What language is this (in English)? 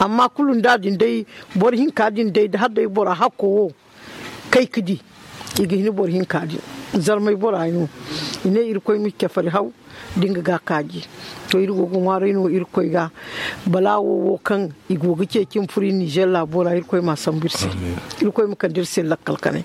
Zarma